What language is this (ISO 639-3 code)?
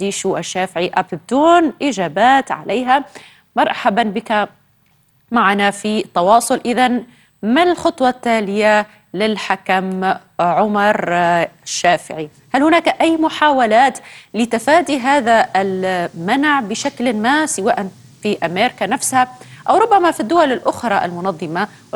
ara